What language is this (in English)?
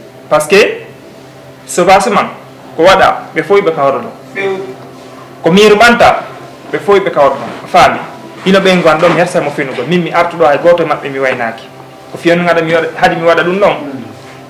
Fula